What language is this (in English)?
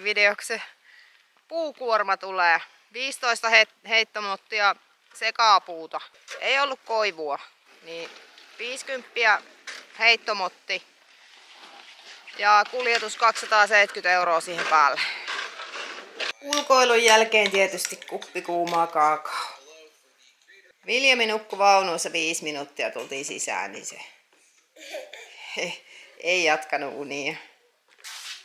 Finnish